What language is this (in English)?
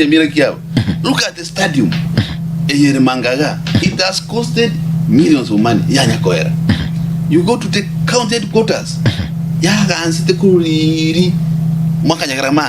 Gusii